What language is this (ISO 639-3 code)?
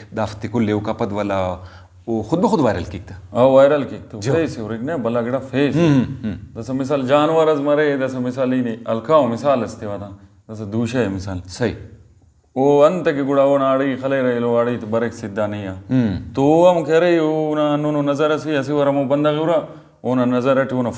brh